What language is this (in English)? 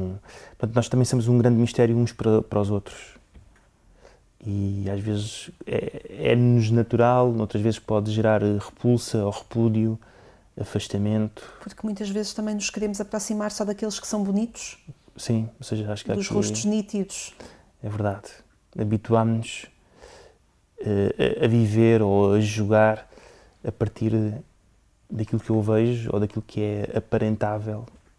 Portuguese